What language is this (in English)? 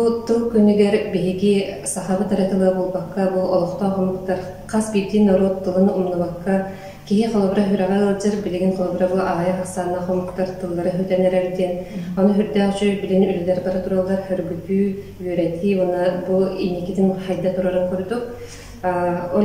Yakut